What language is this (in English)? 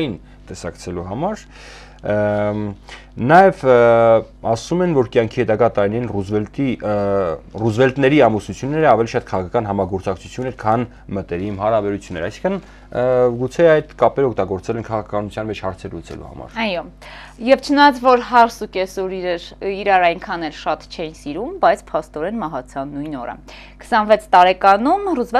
Armenian